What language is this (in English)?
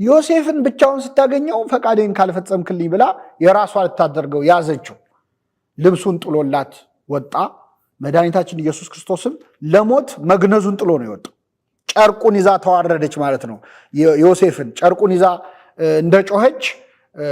Amharic